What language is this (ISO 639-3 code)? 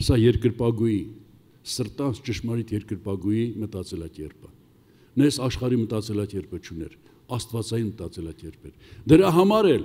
hye